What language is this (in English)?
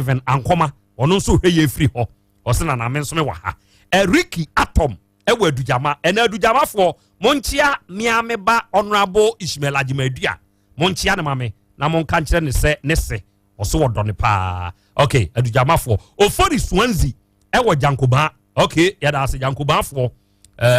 Akan